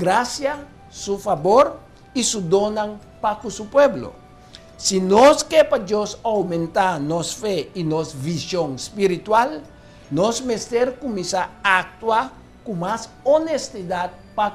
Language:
Papiamento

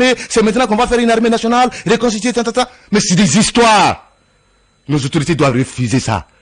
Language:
Bambara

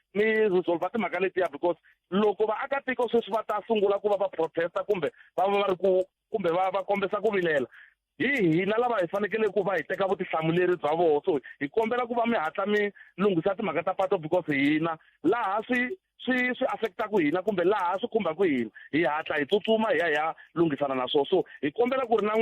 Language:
Tsonga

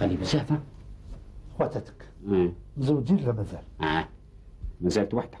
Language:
Algerian Arabic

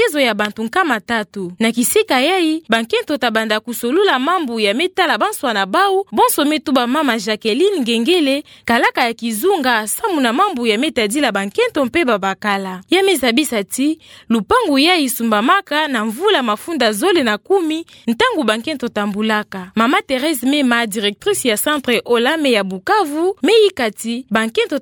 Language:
Kituba (Democratic Republic of Congo)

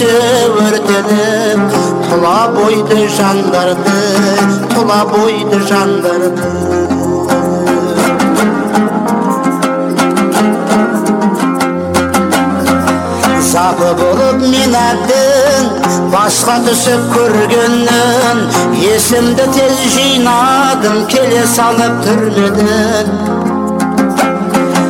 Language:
Kazakh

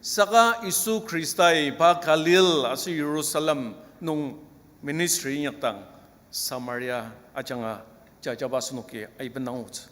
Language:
Ao Naga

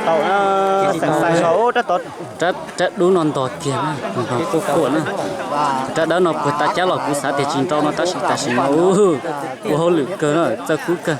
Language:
Hmong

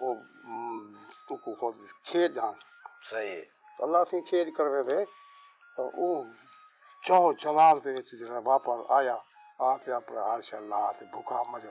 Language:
Saraiki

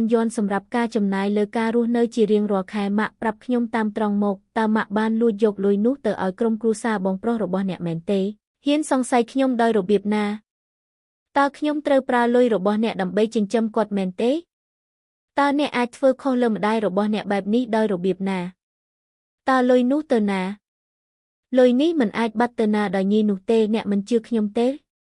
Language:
Khmer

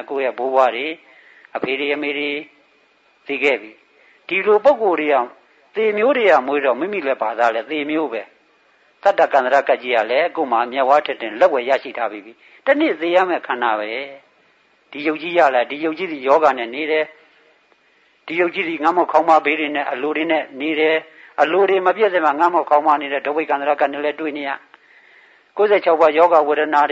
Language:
Burmese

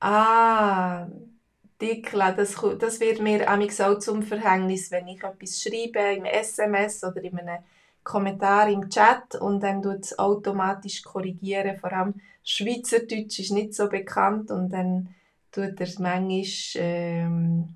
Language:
Swiss German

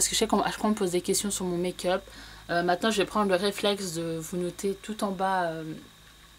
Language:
French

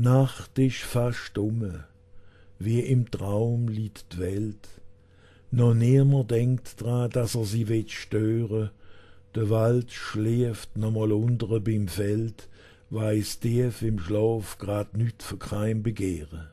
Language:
Swiss German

